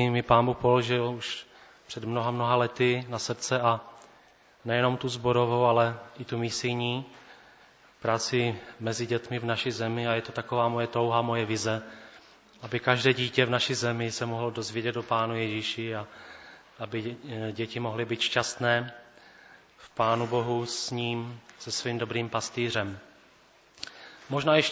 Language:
Czech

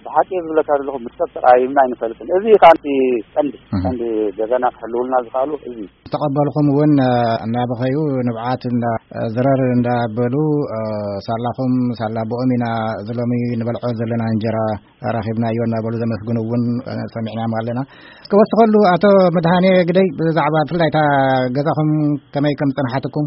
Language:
Tigrinya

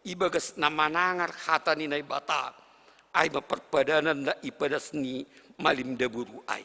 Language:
Batak Simalungun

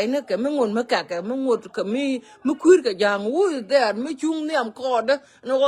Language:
Nuer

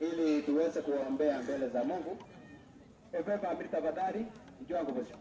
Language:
Gusii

